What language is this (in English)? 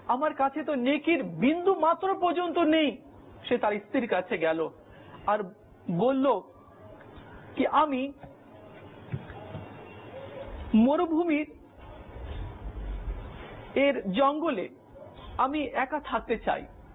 Bangla